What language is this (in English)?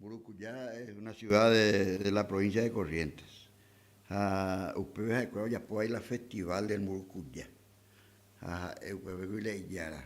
Guarani